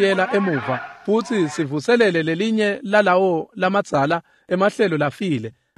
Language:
Swati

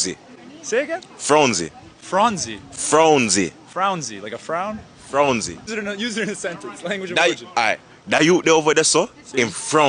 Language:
Jamaican Creole English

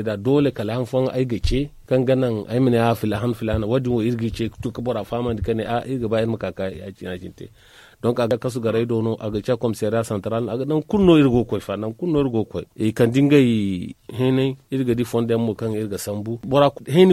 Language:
Zarma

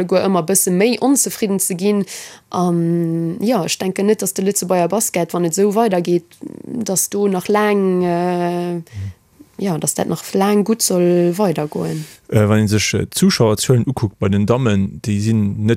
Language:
Luxembourgish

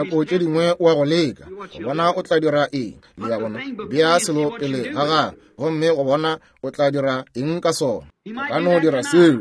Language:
Northern Sotho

